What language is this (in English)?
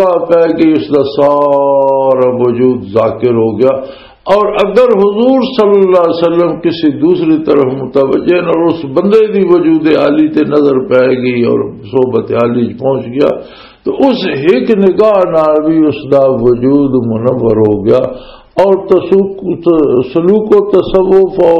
Western Panjabi